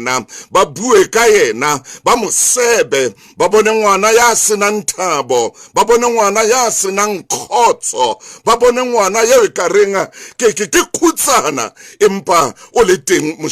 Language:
Southern Sotho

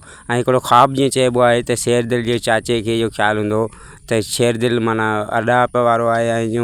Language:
Sindhi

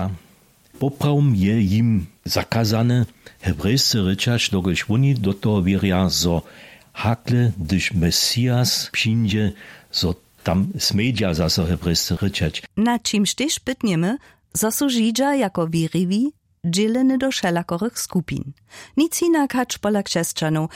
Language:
Upper Sorbian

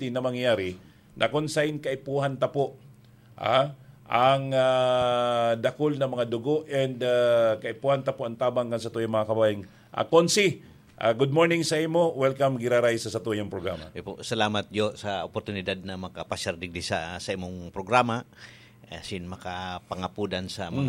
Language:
Bikol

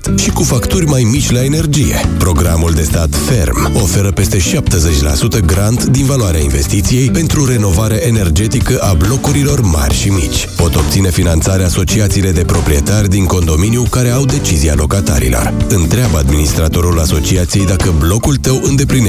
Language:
Romanian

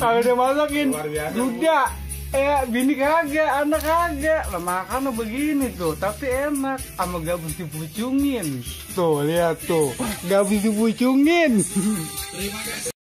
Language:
Betawi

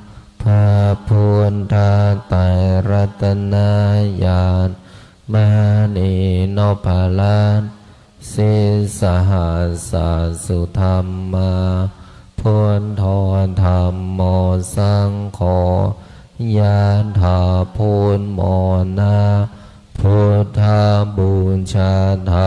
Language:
Pali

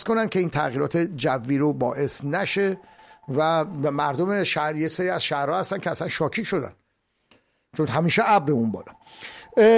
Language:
Persian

